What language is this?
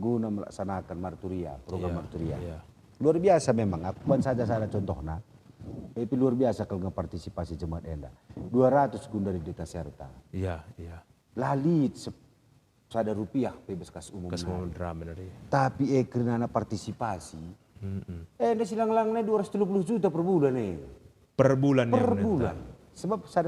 Batak Karo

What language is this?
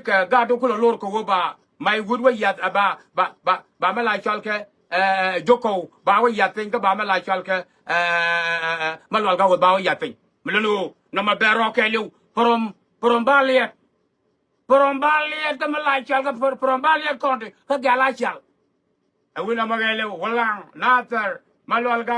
Nuer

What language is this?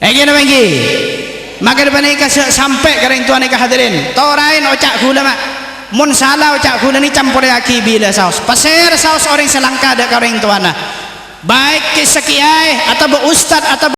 Madurese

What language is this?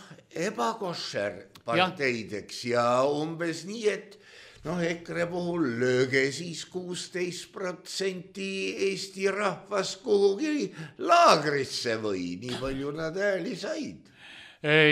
Estonian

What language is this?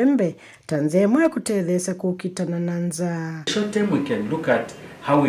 Kamba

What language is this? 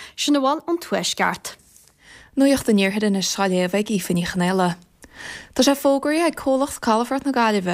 Irish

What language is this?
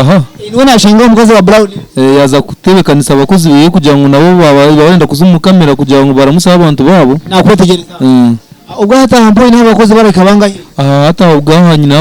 Nyankole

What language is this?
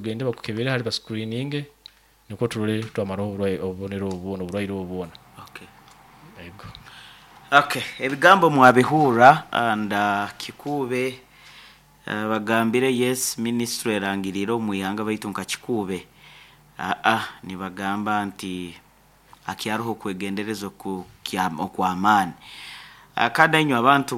Nyoro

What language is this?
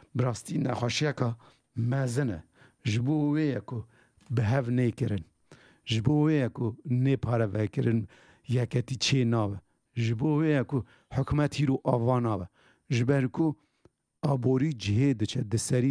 Kurdish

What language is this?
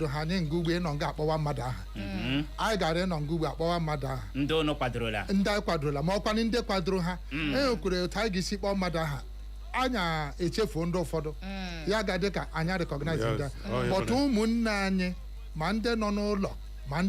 Igbo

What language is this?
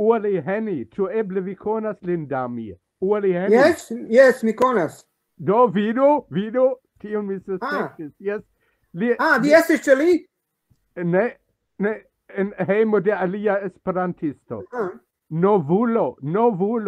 Esperanto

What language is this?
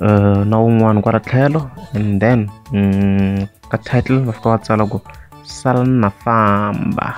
Tsonga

